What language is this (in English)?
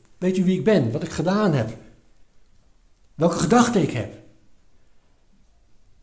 Dutch